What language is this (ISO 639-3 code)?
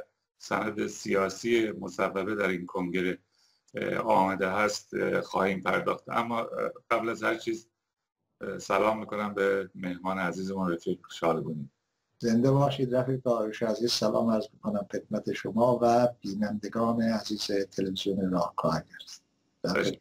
fas